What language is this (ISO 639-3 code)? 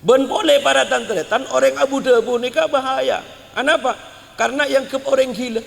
mad